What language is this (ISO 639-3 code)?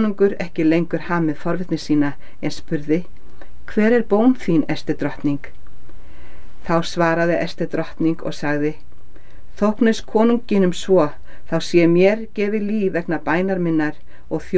isl